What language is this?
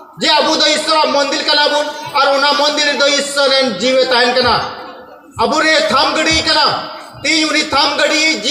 Santali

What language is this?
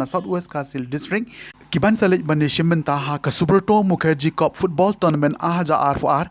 Khasi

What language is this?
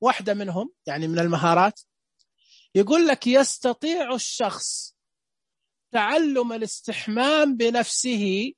Najdi Arabic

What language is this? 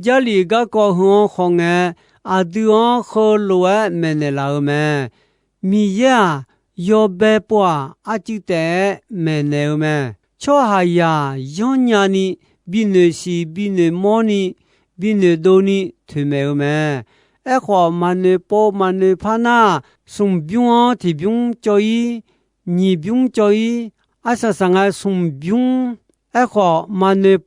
Akha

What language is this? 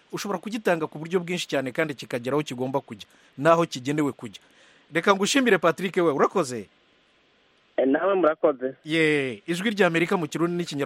Kinyarwanda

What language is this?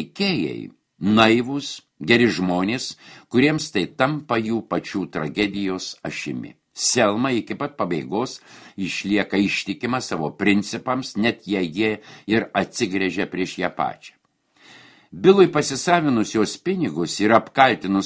Lithuanian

